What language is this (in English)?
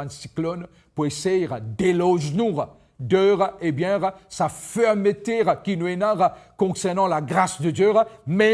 Morisyen